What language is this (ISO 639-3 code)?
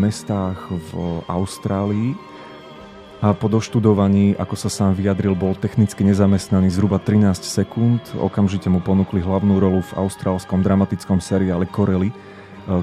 slk